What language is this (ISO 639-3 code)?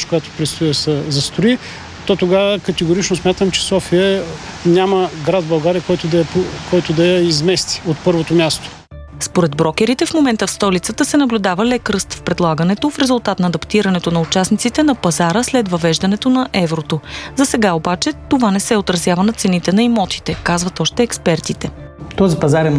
bul